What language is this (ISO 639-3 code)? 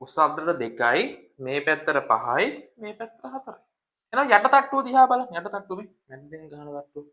sin